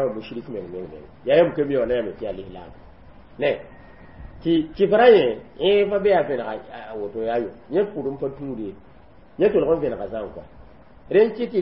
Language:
Mossi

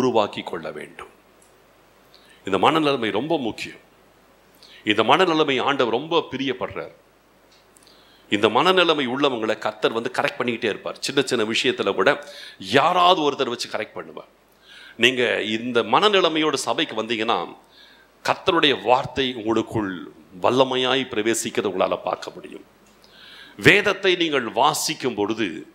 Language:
Tamil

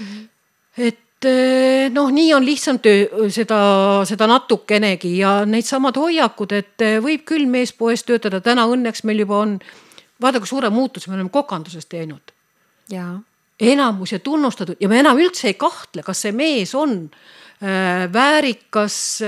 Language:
Estonian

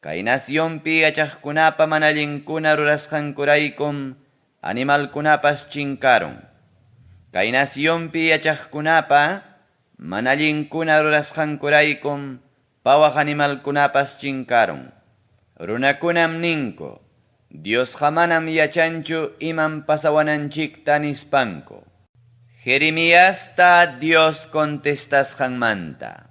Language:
Ayacucho Quechua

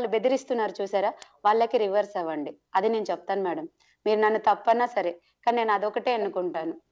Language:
Telugu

